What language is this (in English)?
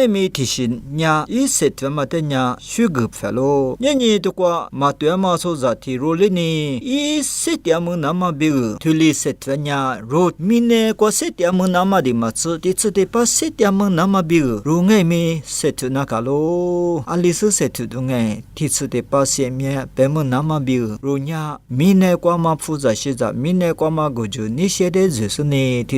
Lisu